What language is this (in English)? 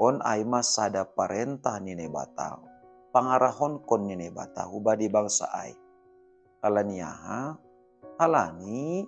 Batak Simalungun